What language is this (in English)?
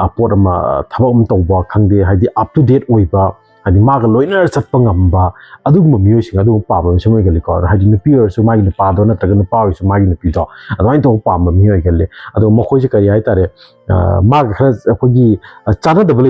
Manipuri